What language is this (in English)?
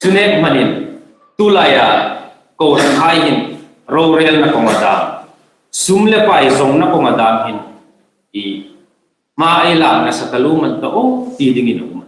Hmar